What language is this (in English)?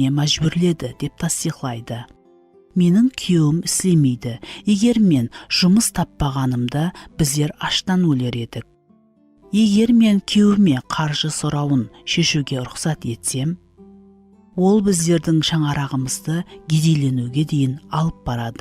Kara-Kalpak